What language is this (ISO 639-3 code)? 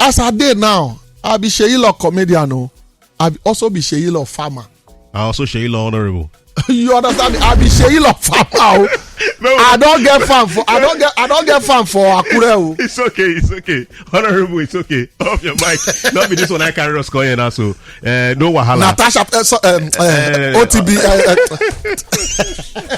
pcm